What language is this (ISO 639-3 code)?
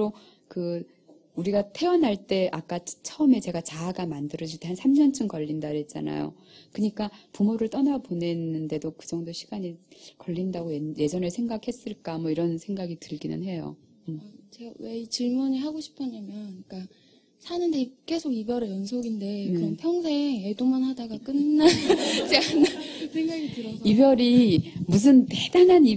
kor